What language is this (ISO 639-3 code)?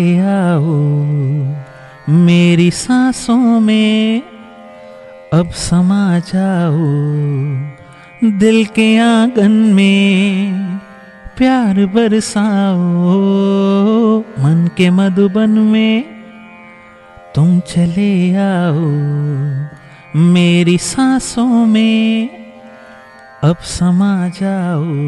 hin